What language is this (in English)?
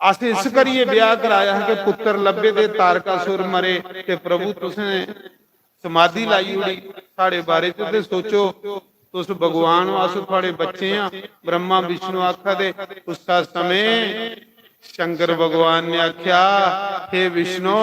Dogri